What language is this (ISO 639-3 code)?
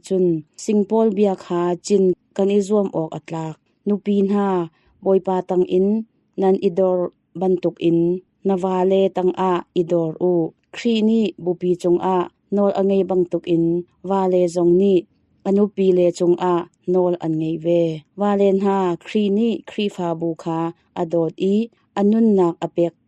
cnh